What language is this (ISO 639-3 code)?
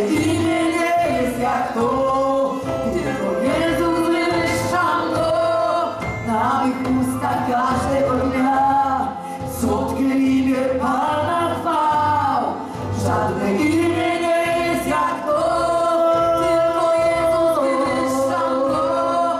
pol